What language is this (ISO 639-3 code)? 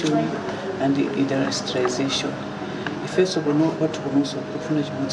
nya